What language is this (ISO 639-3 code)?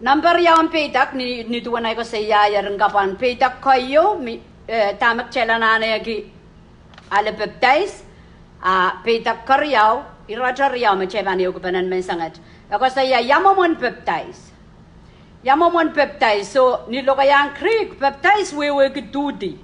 pon